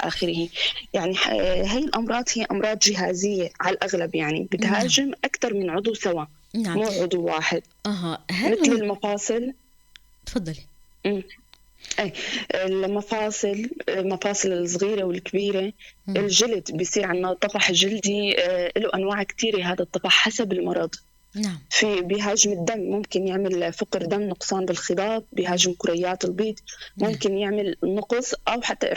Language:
North Levantine Arabic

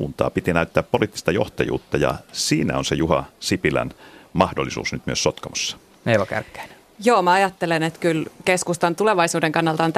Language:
Finnish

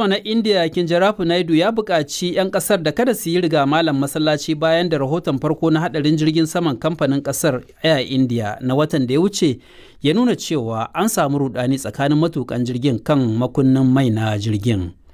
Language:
Hausa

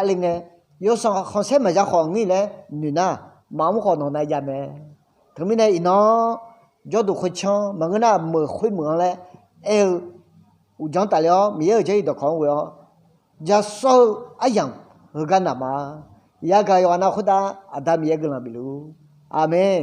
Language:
Akha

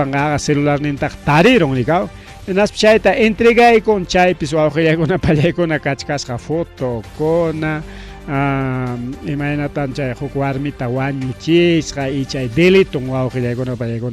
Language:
Ayacucho Quechua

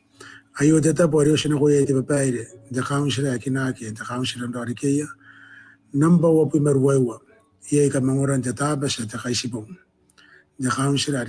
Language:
Gilbertese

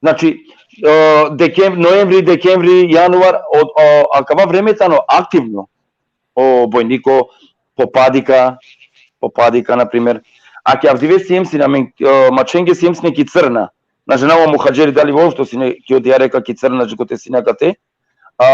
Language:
Balkan Romani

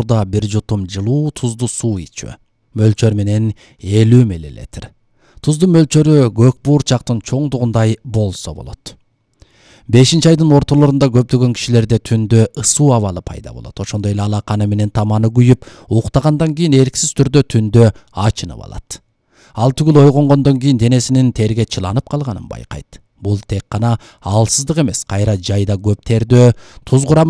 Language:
Kyrgyz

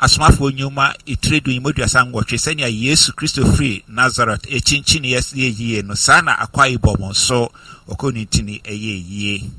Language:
Akan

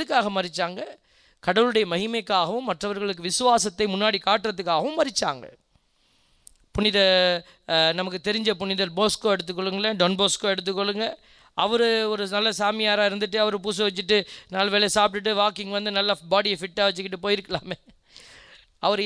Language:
Tamil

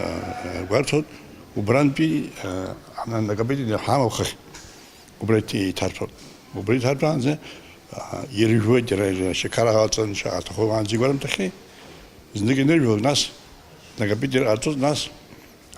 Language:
Abkhazian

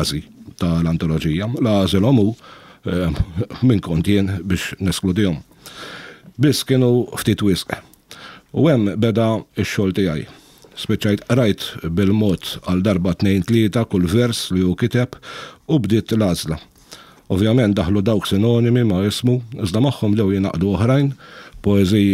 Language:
Maltese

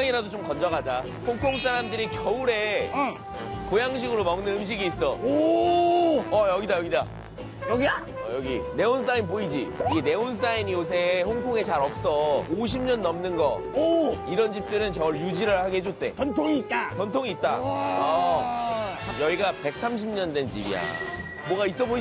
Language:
Korean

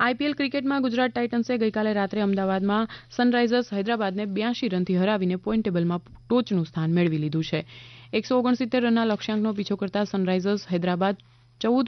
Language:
Gujarati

